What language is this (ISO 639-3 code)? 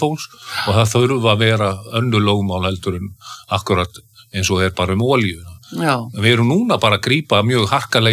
isl